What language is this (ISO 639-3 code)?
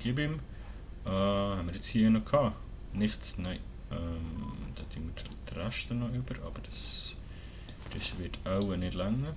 gsw